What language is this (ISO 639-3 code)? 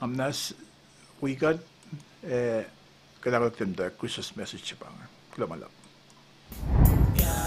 kos